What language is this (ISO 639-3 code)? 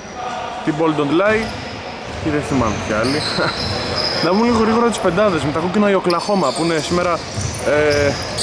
ell